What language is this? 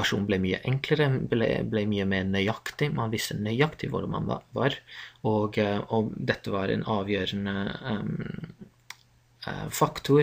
Norwegian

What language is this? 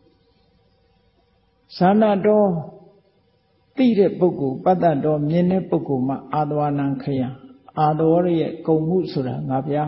Burmese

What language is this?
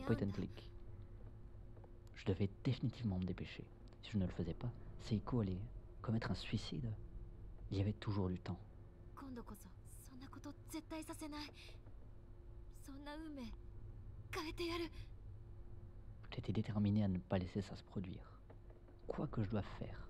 French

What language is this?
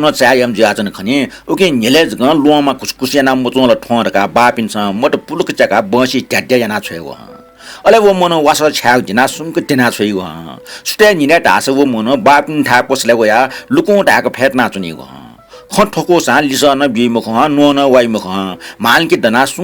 Newari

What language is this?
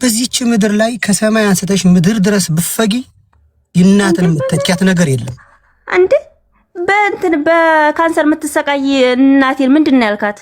Amharic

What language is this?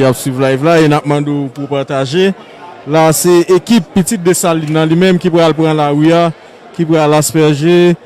Haitian Creole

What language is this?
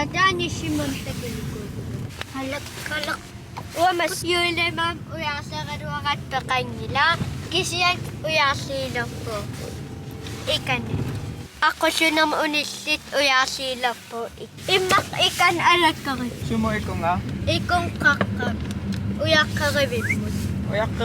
Kalaallisut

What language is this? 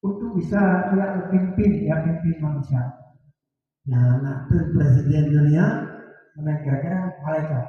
Achinese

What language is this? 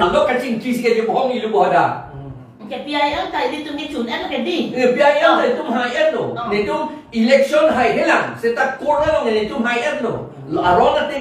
Karbi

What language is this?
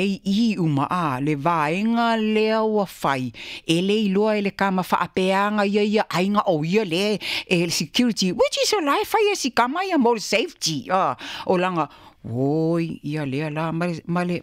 Samoan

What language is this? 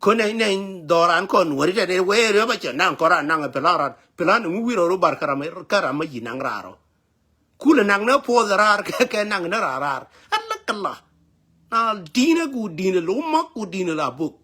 Nuer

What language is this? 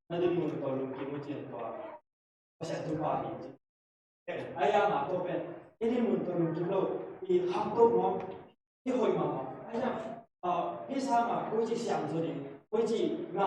Tedim Chin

